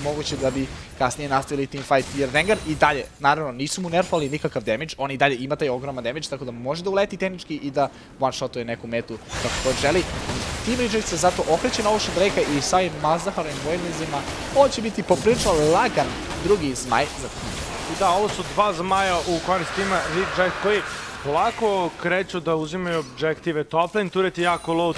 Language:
Serbian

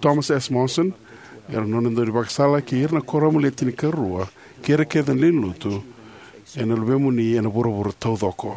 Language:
Fijian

